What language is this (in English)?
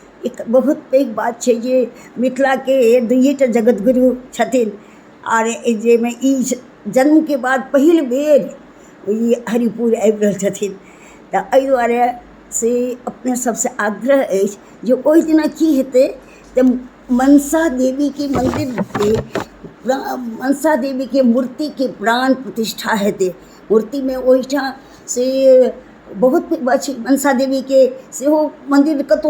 Maithili